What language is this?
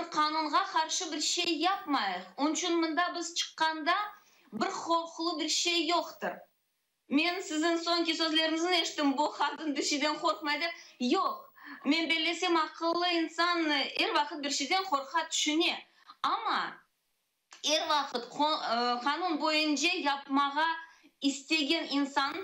Crimean Tatar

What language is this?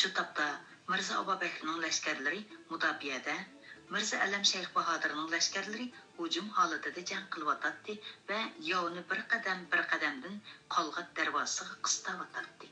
Uyghur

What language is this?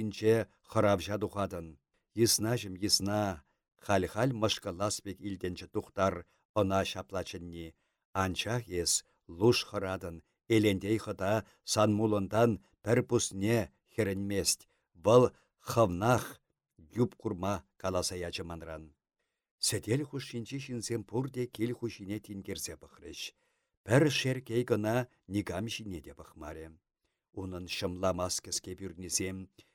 Chuvash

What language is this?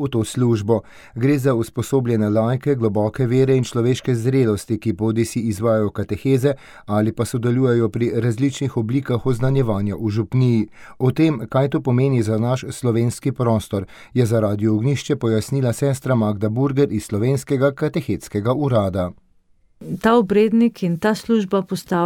Slovenian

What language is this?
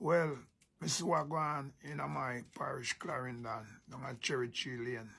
Jamaican Creole English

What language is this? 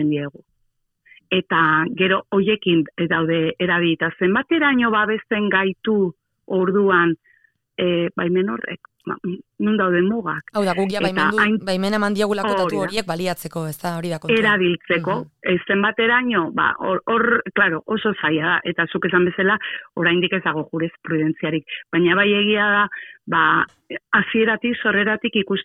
Basque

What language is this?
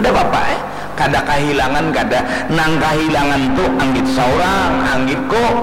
Banjar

